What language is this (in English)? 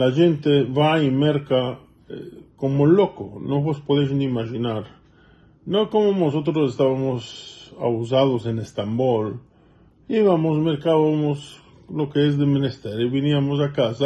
Ladino